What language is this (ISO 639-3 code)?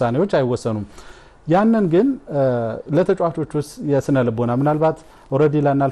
amh